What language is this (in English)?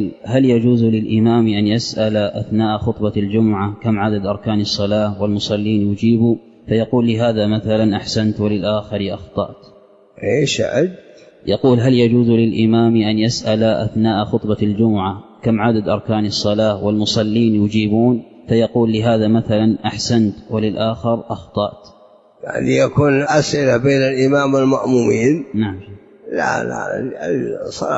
Arabic